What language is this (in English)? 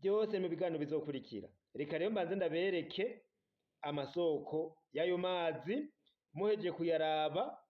Rundi